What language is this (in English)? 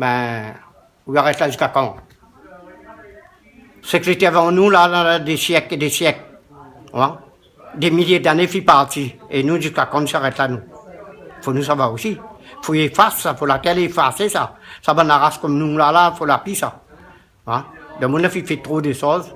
Réunion Creole French